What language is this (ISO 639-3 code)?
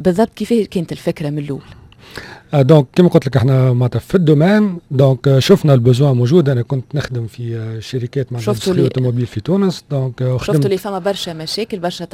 aeb